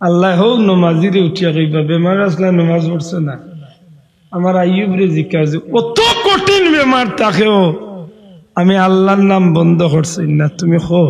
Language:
Sylheti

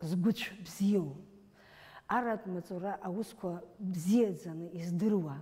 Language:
Abkhazian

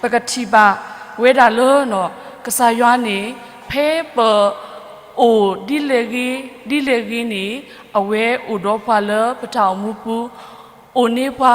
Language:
S'gaw Karen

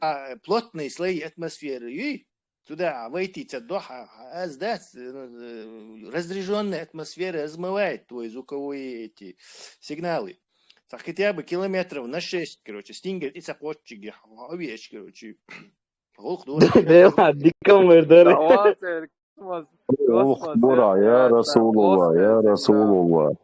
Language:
Chechen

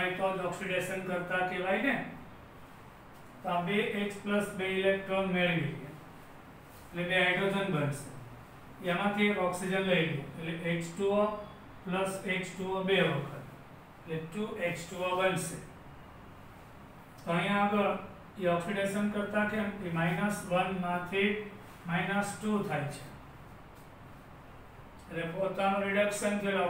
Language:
Gujarati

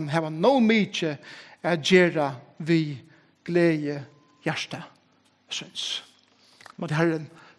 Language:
Faroese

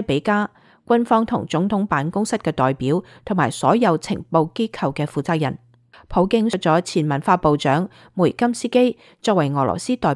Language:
Cantonese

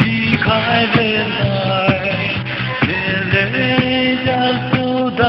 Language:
Poumei Naga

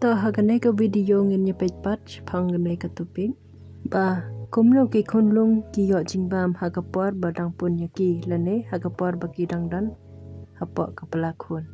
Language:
Khasi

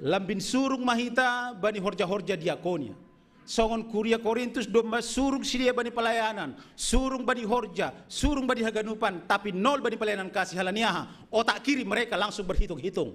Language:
Batak Simalungun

